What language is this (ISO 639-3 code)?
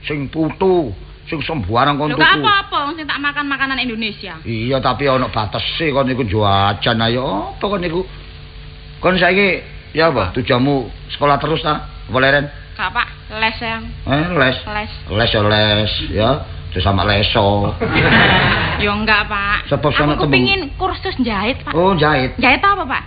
jav